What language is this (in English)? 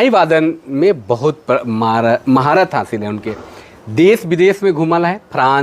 Sadri